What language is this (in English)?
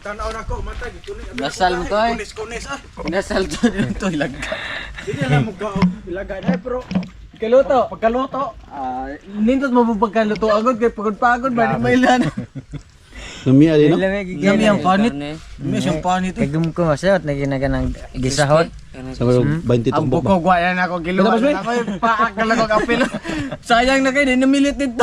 Cebuano